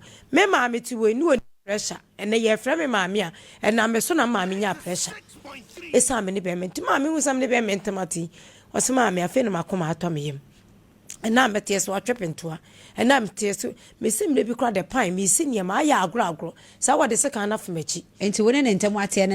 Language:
Akan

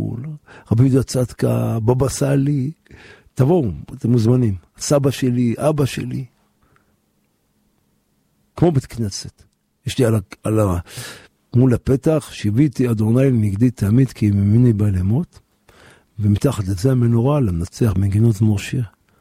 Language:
Hebrew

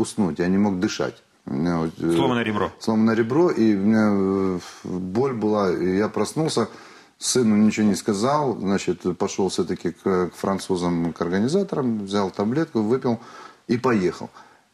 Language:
Russian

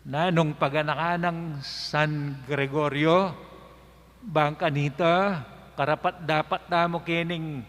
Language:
Pampanga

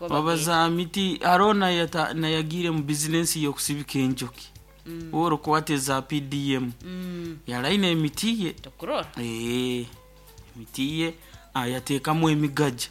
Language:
Nyankole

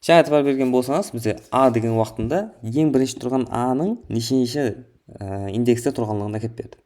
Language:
Kara-Kalpak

